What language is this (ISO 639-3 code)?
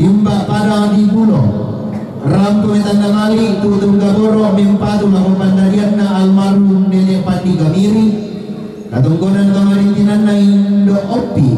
sda